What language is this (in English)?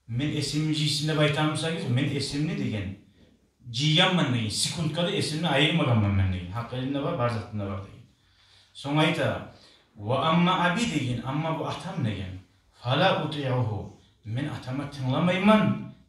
Kumyk